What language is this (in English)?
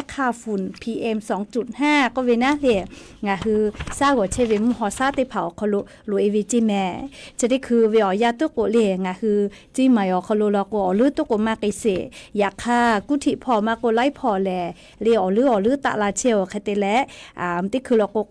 Lahu